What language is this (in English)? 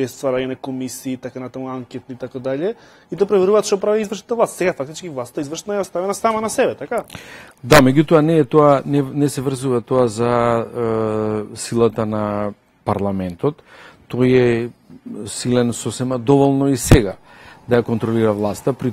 Macedonian